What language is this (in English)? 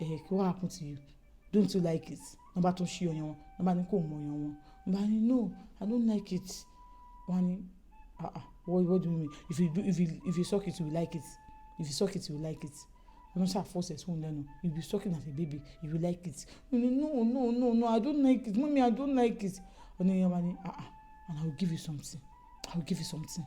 Yoruba